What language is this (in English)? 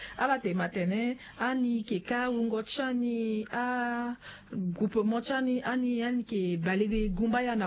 Sango